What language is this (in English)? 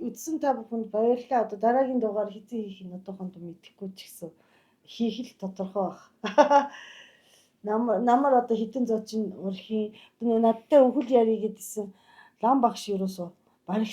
Mongolian